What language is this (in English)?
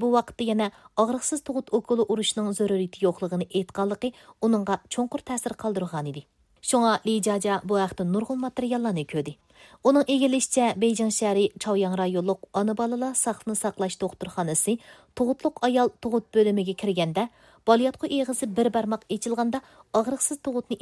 Uyghur